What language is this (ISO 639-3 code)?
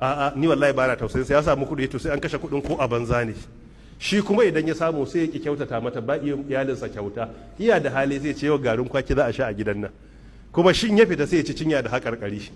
hau